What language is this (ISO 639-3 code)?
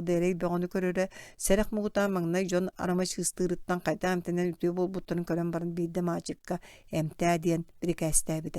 sah